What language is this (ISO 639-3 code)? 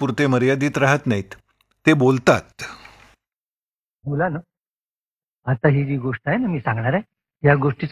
mar